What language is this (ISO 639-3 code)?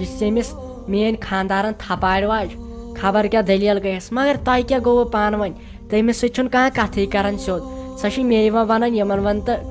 kas